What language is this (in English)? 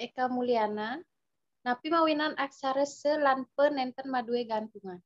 Balinese